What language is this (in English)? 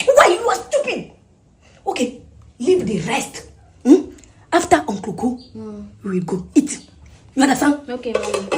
Ewe